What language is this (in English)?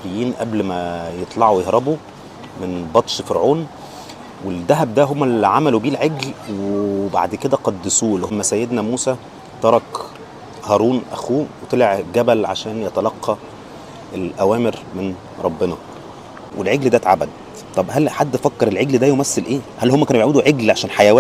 Egyptian Arabic